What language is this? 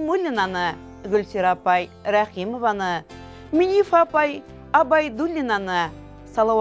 Bashkir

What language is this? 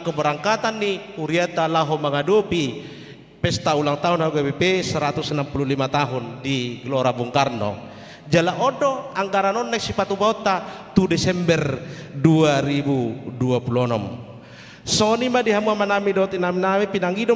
Batak Toba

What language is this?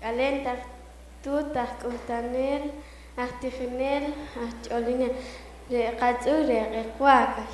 Poqomchi'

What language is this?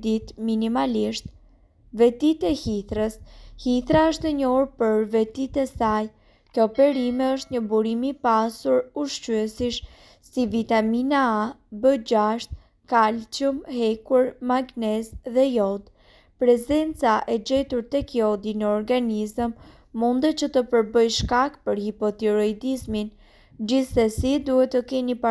Albanian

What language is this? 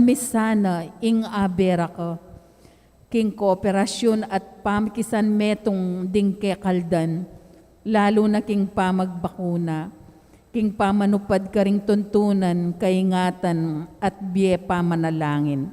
Pampanga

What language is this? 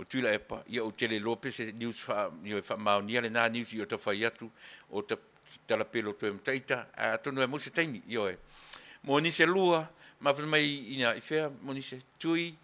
Samoan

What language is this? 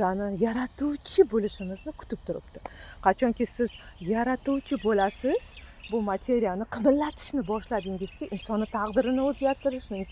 Uzbek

